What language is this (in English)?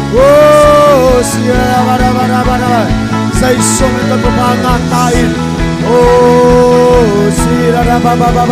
Tedim Chin